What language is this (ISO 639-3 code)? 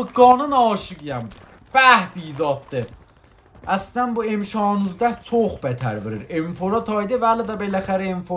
azb